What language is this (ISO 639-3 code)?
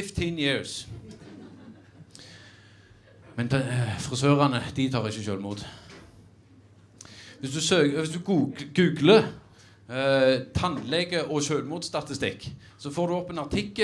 nor